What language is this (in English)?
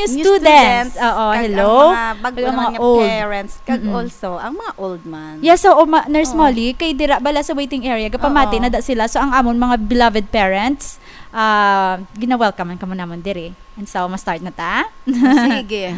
Hiligaynon